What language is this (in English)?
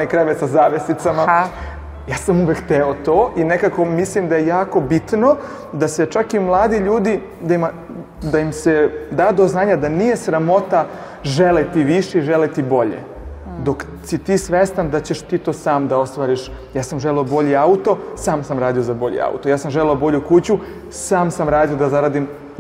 Serbian